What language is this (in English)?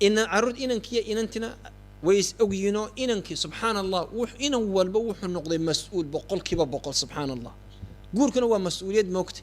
Somali